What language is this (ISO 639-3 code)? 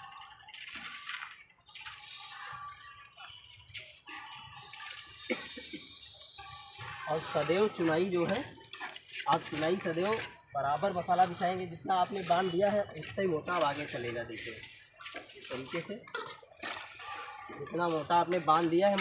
hin